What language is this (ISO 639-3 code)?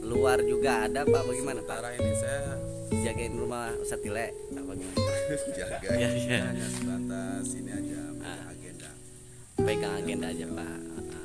bew